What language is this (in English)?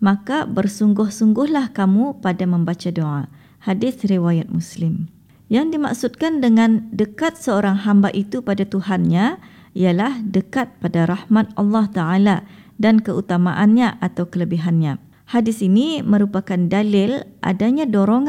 Malay